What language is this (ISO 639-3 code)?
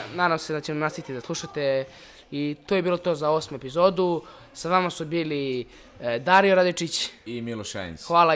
srp